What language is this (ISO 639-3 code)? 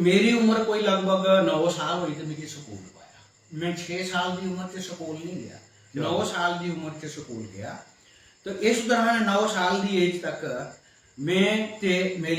doi